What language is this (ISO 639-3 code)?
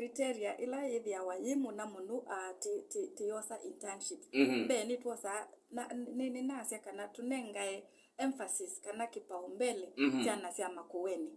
kam